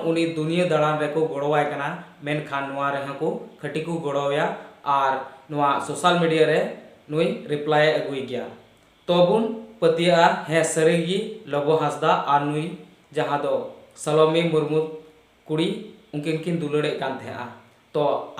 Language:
Santali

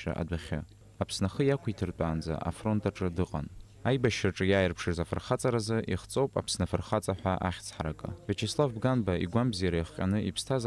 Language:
Abkhazian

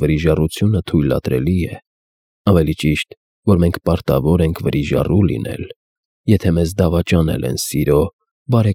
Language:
Armenian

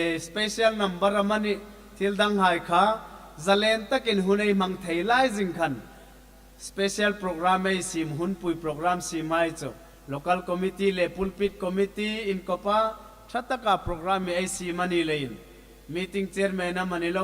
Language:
Hmar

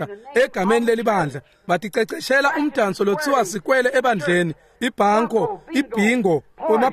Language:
Swati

